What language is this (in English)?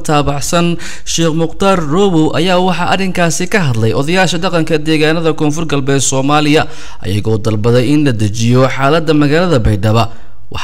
Somali